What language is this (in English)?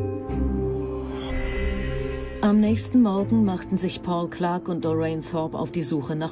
German